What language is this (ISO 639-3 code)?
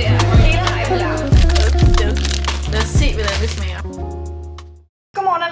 dan